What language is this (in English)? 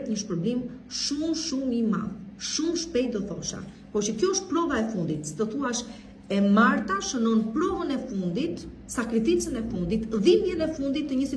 Albanian